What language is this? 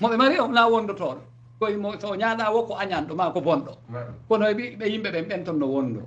Fula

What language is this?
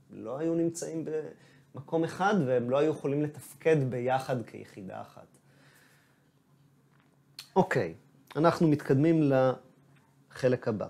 Hebrew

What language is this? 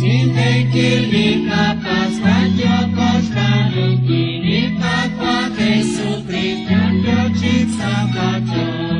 Kekchí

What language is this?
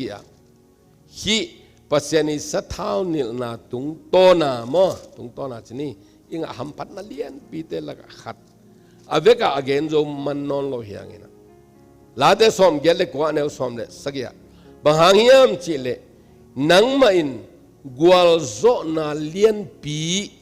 Tedim Chin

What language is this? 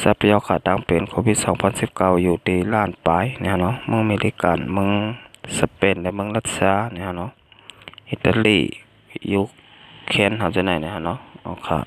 Shan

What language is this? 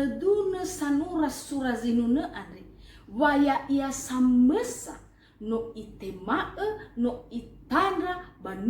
Nias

